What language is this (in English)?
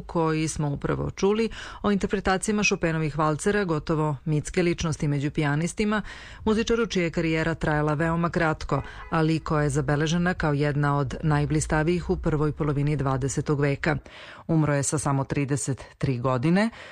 Serbian